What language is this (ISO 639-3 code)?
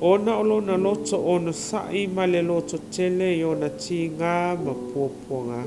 smo